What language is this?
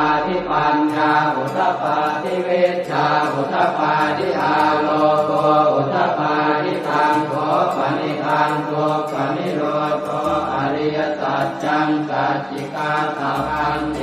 Pali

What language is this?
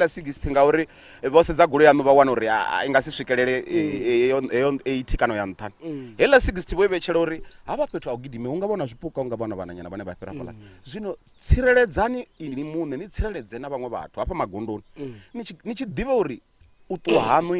Venda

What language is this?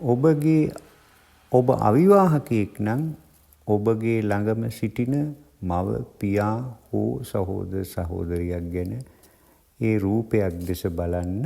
Sinhala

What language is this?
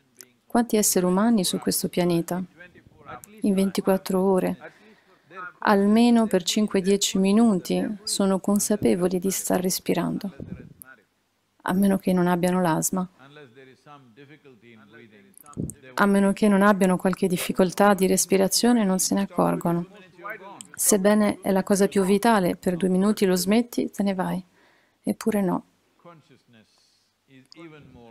Italian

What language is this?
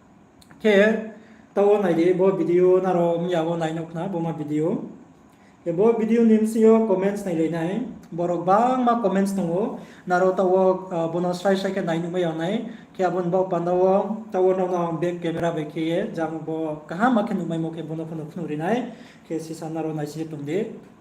Riang (India)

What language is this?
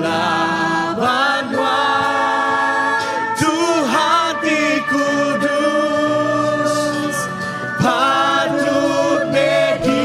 Iban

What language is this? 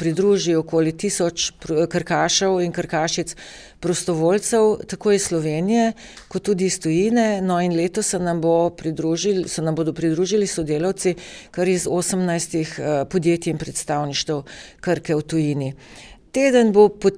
Slovenian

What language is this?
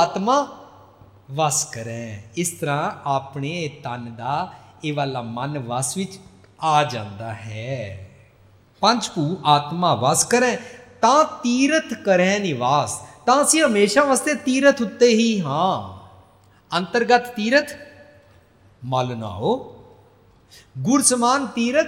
Punjabi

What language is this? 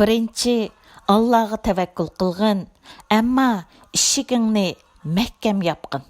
Uyghur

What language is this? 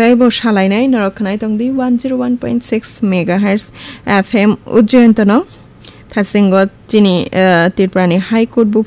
Kok Borok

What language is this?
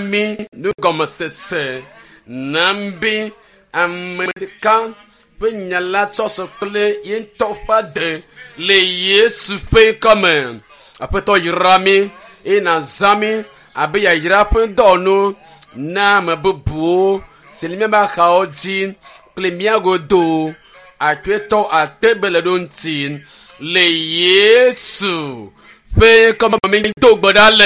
Ewe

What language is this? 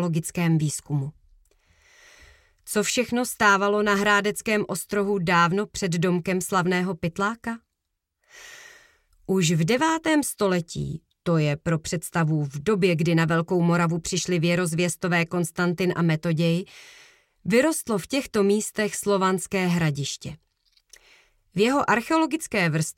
Czech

